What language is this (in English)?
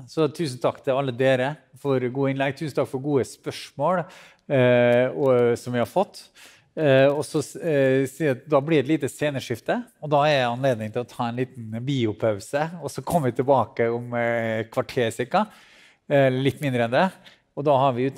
Norwegian